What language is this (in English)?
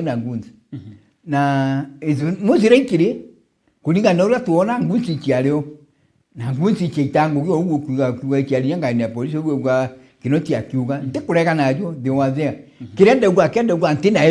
Meru